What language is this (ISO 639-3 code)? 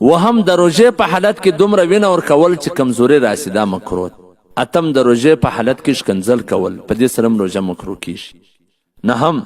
pus